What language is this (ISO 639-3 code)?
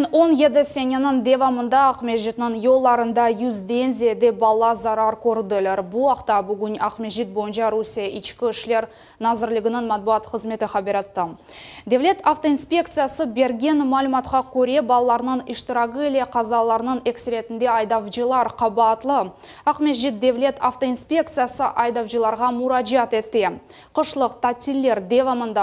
crh